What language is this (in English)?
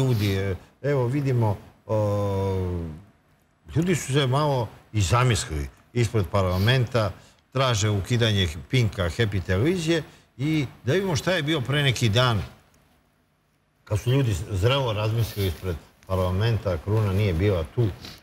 Serbian